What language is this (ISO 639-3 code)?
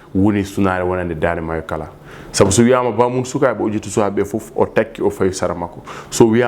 ful